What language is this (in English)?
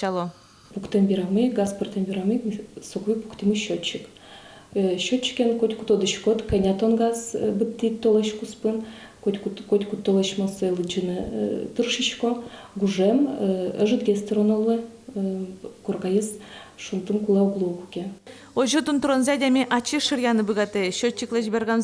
Udmurt